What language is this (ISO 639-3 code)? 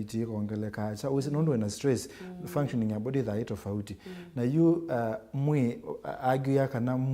kam